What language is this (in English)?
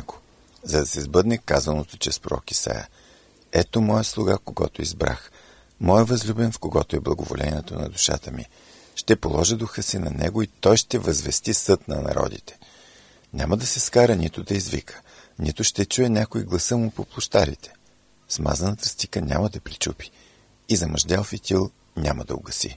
Bulgarian